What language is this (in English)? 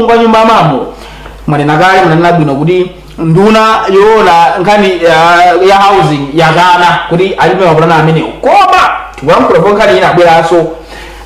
Nyanja